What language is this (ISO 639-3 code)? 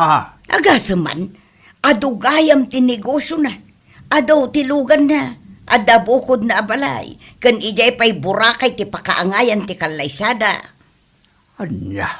ilo